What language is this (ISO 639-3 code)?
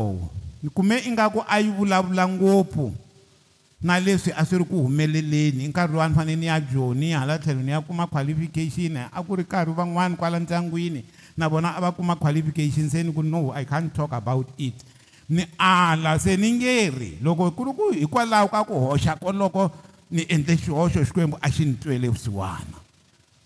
tso